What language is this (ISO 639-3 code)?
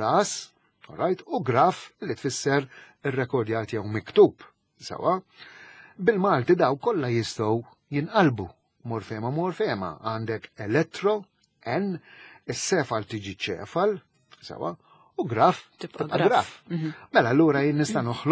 mlt